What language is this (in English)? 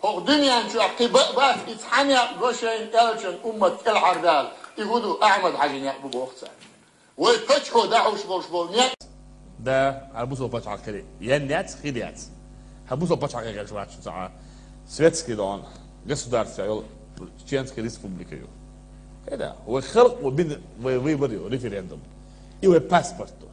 Chechen